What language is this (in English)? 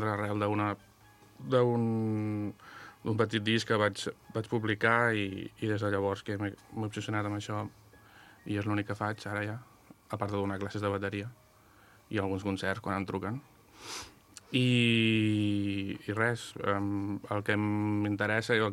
Catalan